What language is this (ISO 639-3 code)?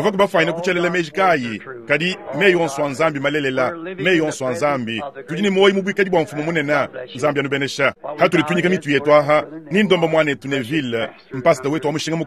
lua